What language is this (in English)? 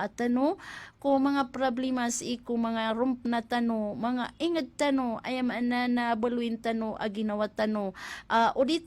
Maranao